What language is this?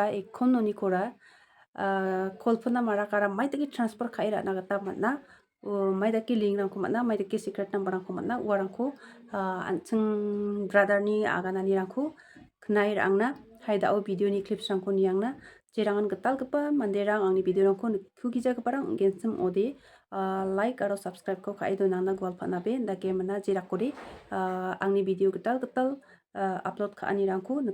Garo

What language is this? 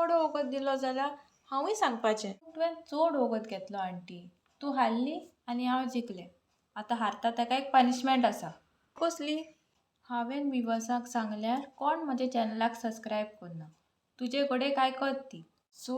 Konkani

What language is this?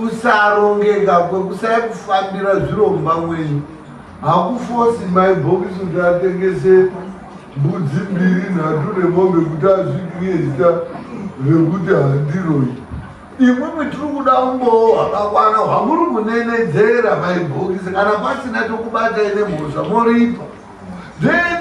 Shona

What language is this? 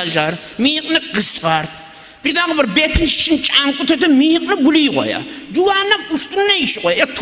Kumyk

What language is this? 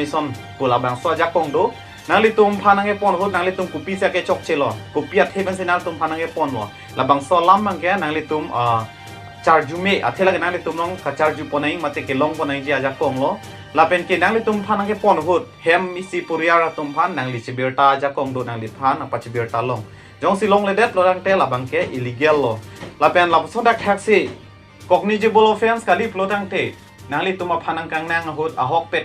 Karbi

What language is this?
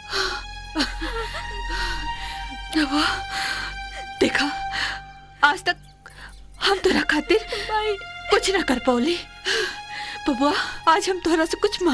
Bhojpuri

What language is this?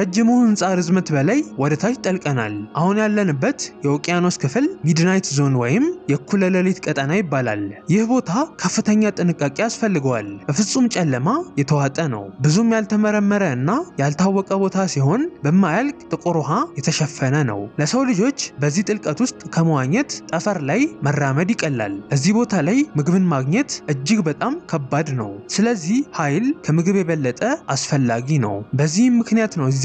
Amharic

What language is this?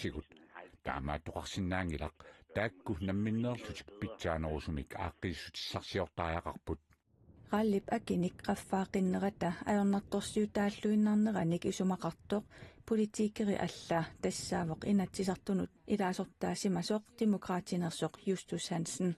Kalaallisut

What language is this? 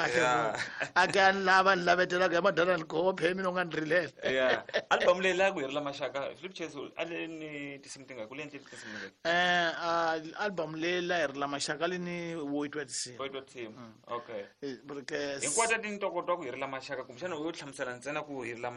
Tsonga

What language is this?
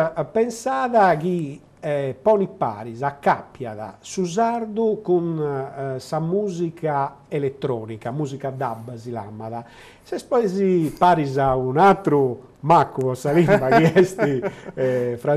Sardinian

